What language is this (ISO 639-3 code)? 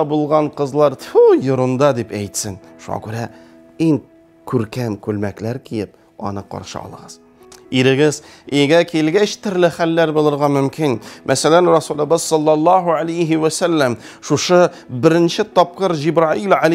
tat